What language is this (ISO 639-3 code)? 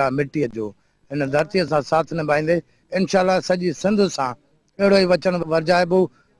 snd